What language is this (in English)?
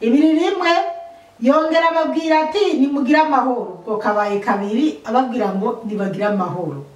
Rundi